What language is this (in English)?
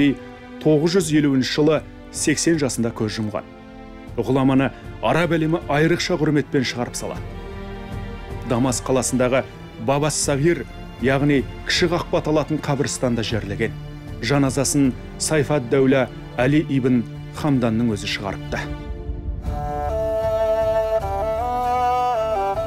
Kazakh